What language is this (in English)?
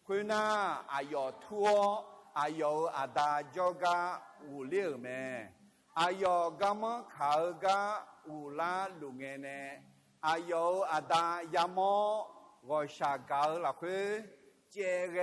Akha